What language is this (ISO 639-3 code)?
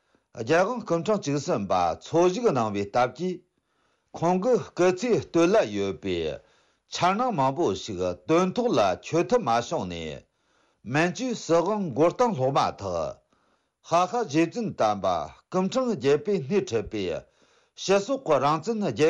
bod